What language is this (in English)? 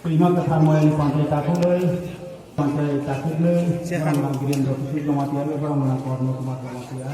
Kok Borok